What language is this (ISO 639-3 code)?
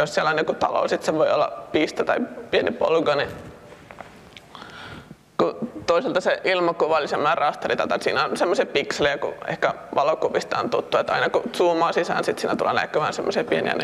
fin